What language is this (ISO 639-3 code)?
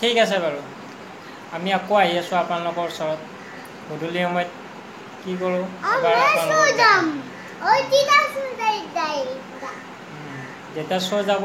asm